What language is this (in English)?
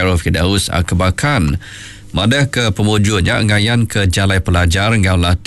Iban